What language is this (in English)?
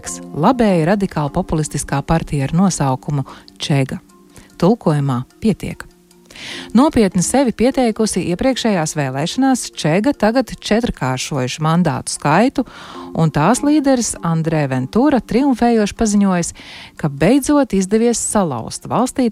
Latvian